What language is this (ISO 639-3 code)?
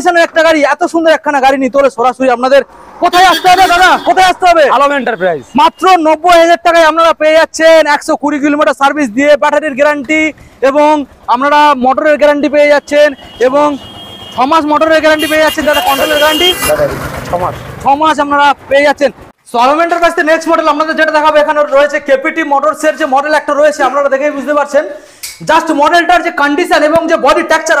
ben